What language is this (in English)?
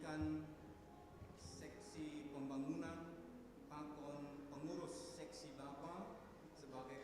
Batak Simalungun